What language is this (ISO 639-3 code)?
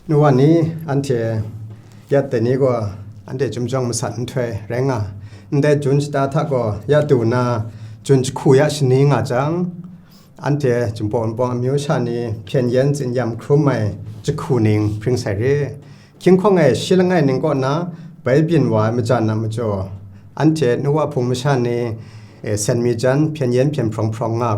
kac